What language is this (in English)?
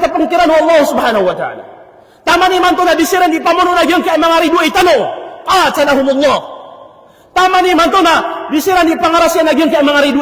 Maranao